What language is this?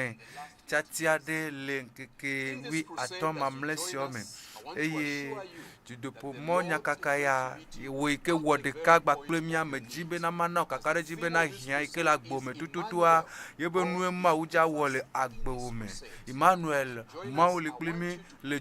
Ewe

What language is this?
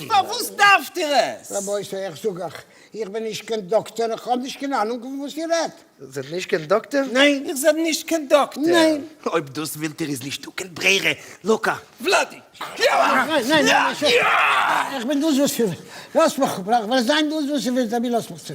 Yiddish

